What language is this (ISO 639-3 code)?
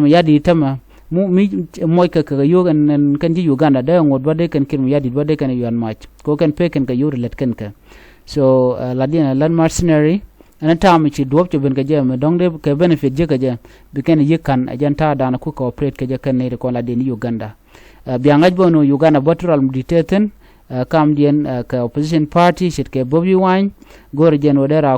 nus